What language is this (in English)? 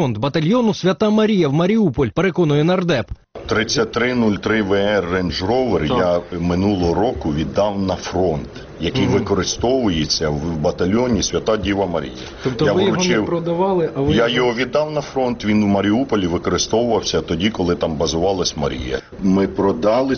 Ukrainian